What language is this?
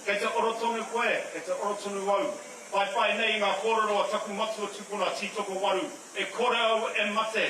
Māori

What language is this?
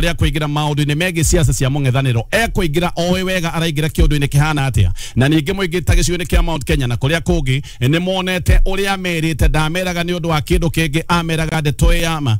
Kikuyu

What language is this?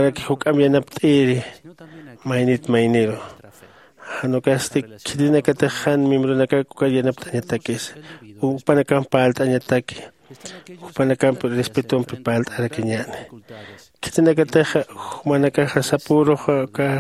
Aymara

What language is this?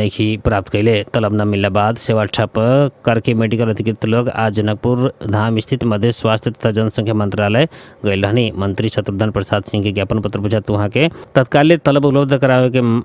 Bhojpuri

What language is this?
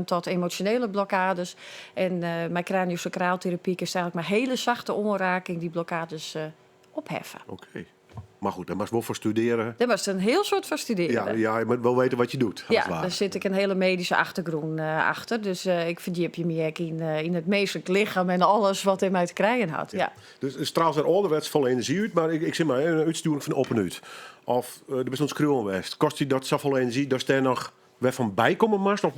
Western Frisian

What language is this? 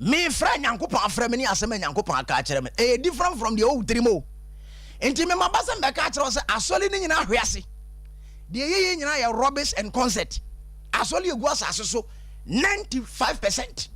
Akan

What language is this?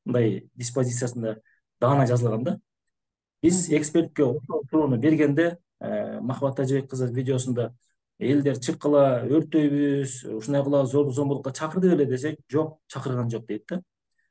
Kyrgyz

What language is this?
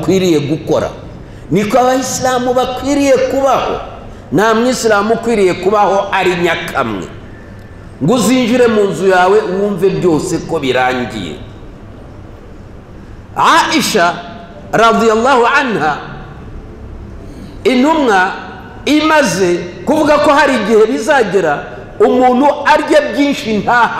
Kinyarwanda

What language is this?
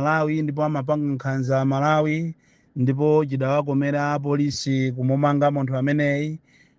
Nyanja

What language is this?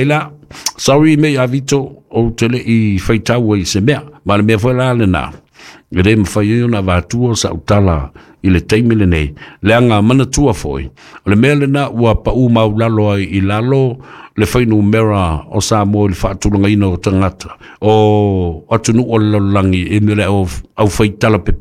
Samoan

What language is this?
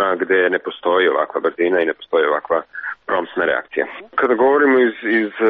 Serbian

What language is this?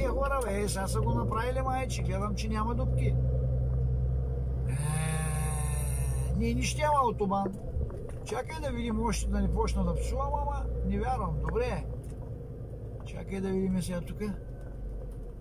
Bulgarian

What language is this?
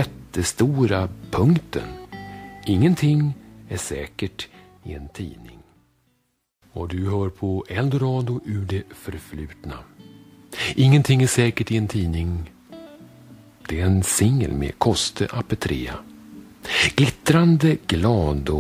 Swedish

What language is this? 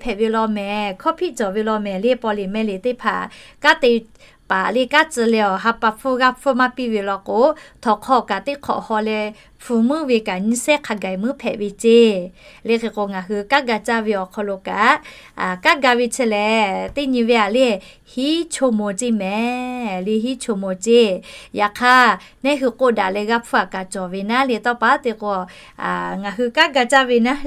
Lahu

